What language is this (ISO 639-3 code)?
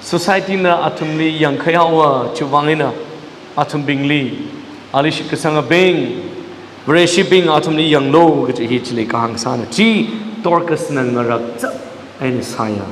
nmf